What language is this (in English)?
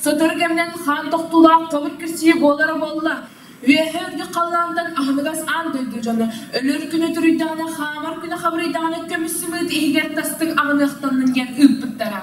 Yakut